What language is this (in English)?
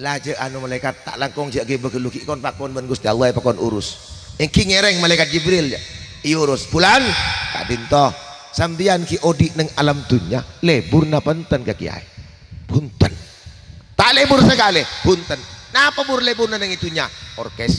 Madurese